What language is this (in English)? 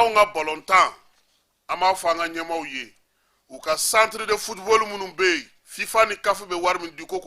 Bambara